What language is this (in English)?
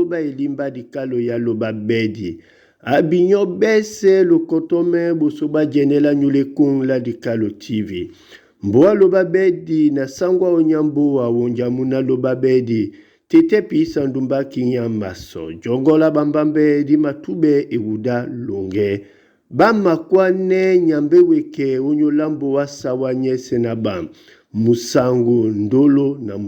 Duala